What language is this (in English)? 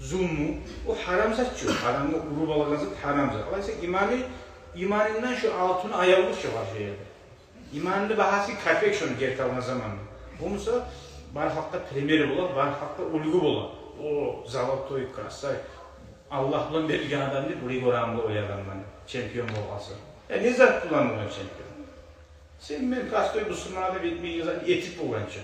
Kumyk